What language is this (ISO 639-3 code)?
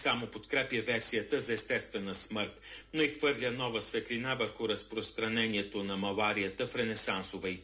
bul